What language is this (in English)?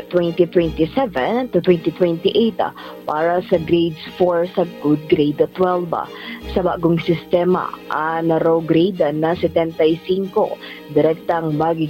Bikol